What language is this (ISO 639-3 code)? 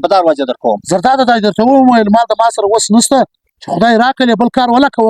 pus